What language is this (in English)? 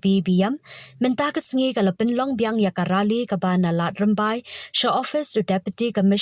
Khasi